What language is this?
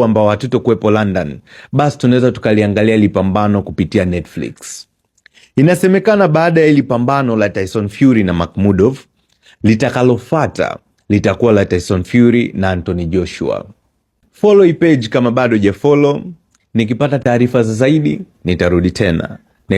Swahili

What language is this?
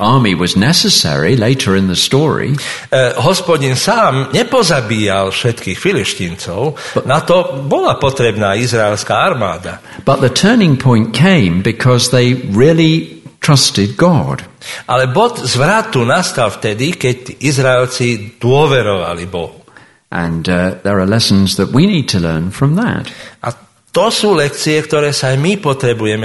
Slovak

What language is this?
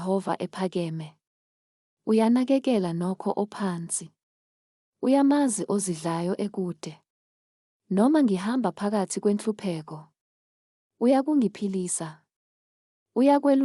Zulu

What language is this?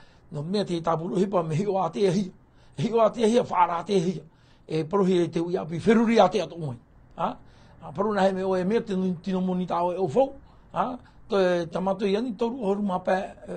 Tahitian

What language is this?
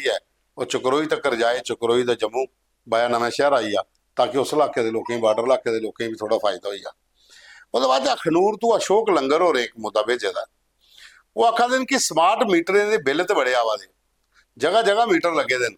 Dogri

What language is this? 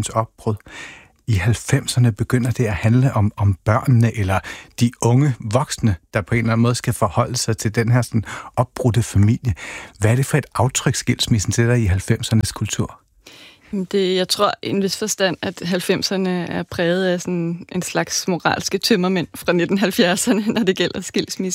Danish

